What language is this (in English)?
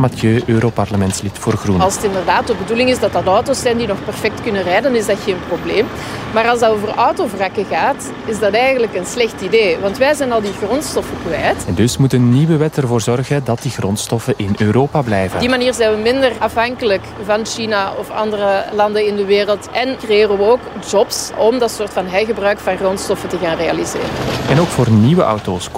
Dutch